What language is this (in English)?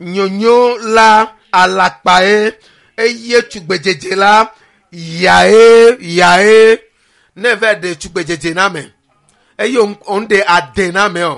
Ewe